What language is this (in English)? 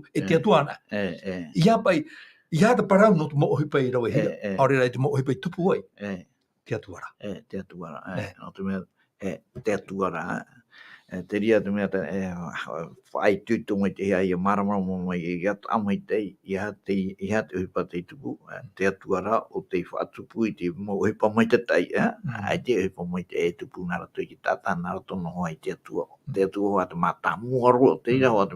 Tahitian